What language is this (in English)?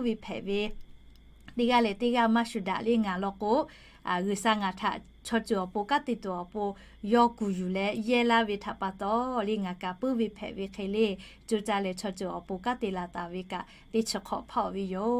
Lahu